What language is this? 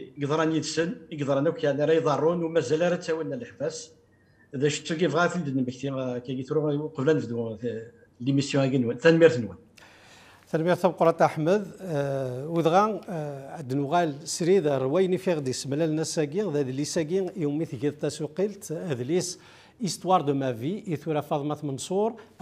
Kabyle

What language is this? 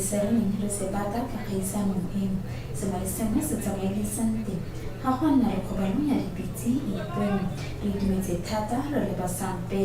Tswana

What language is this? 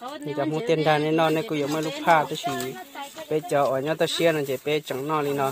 Hmong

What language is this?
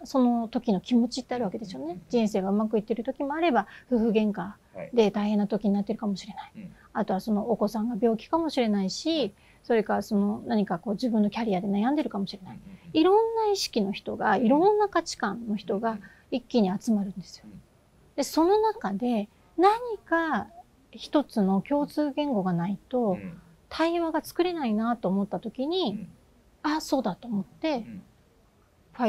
Japanese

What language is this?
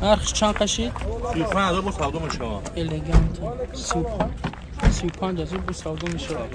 Tajik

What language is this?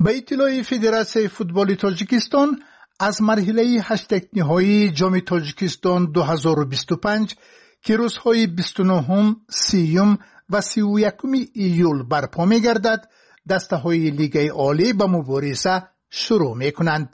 Tajik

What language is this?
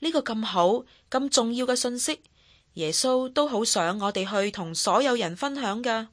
Cantonese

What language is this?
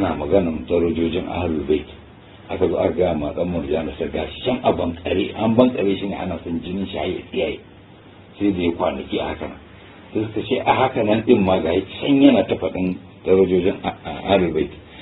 Hausa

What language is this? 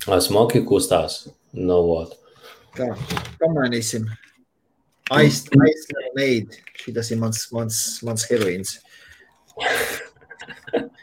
Latvian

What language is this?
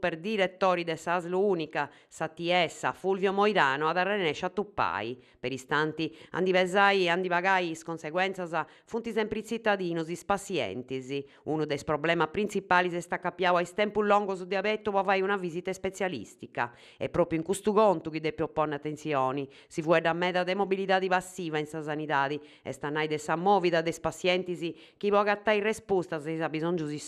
Sardinian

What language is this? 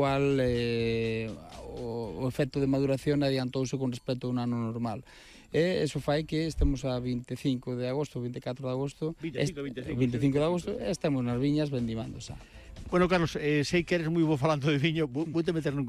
Galician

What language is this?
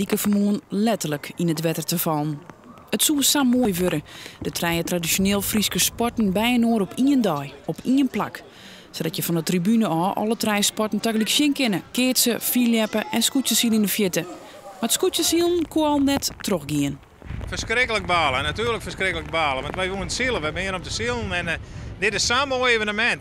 Western Frisian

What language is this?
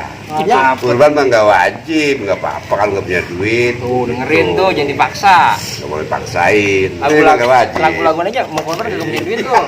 Betawi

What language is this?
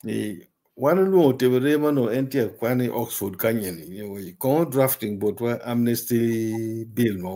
Acoli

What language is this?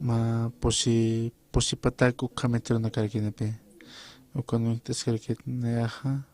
Aymara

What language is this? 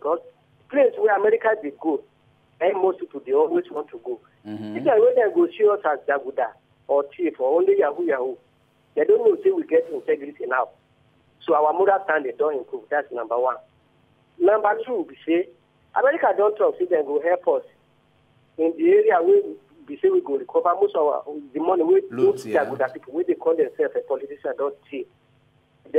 Nigerian Pidgin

